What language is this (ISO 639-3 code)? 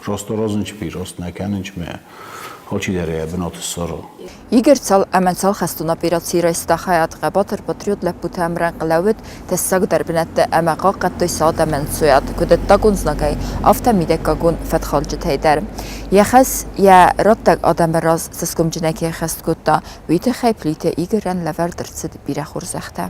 oss